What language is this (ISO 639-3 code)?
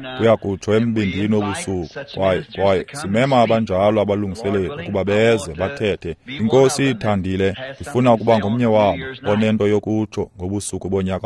xho